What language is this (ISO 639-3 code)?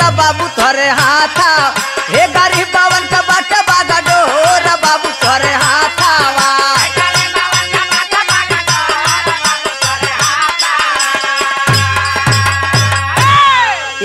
bho